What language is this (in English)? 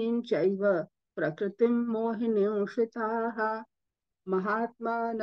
Sanskrit